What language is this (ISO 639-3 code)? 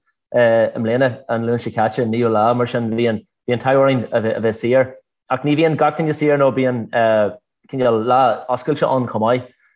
gle